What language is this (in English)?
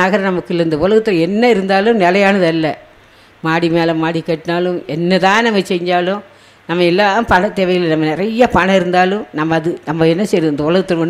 Tamil